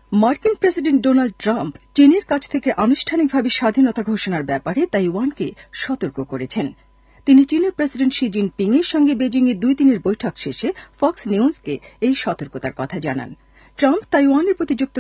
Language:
Bangla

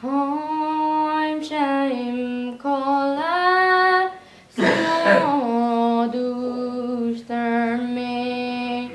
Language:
Irish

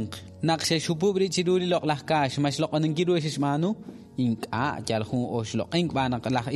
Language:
Kekchí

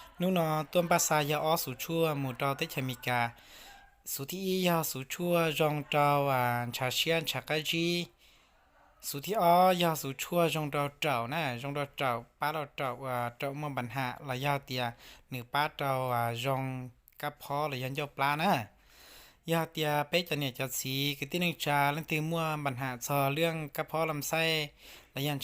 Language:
Hmong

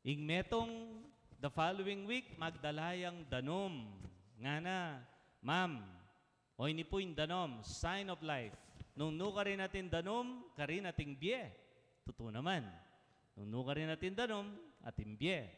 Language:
Pampanga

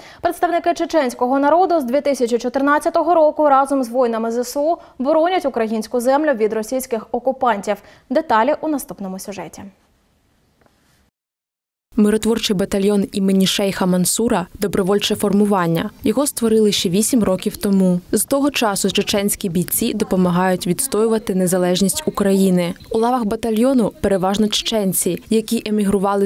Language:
Ukrainian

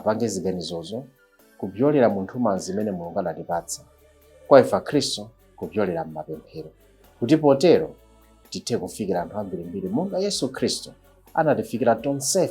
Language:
Nyanja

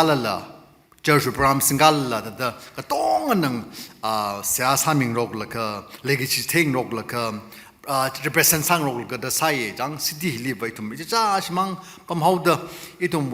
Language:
Tangkhul Naga (India)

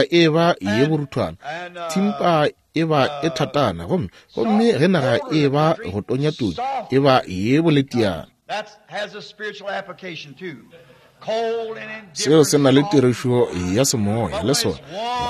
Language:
Northern Sotho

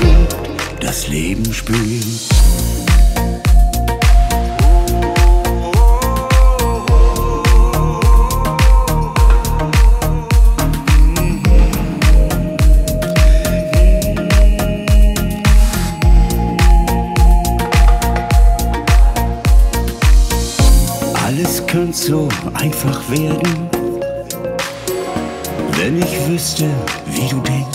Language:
German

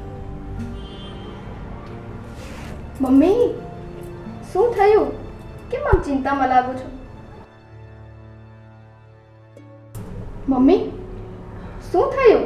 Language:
Gujarati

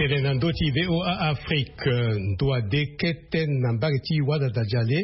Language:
Sango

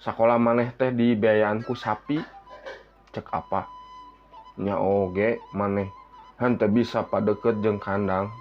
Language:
Sundanese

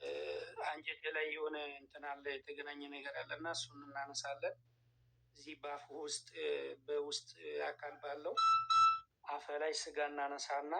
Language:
Amharic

